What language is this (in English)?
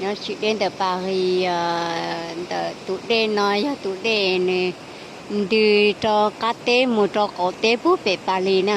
Hmong